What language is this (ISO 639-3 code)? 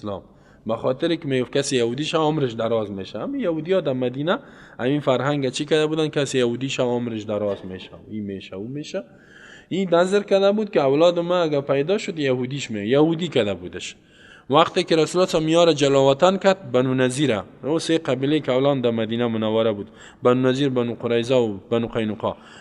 fas